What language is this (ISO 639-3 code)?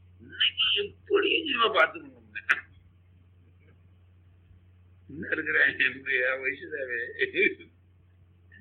tam